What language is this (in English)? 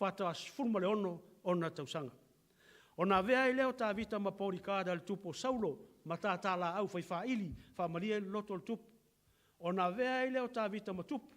Samoan